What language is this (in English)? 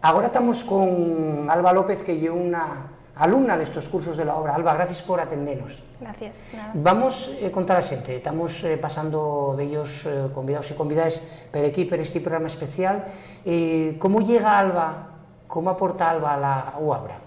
Asturian